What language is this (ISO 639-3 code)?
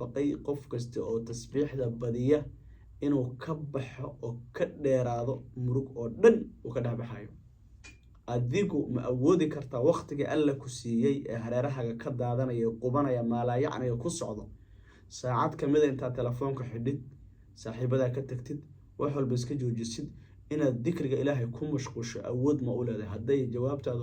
som